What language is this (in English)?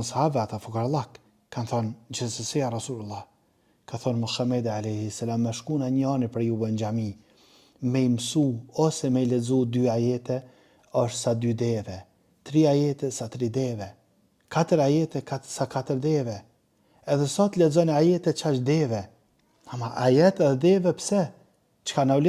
Albanian